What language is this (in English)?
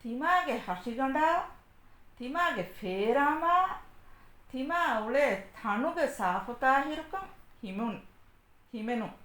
Divehi